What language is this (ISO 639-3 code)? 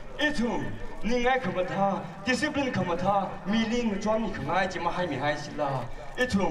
nmf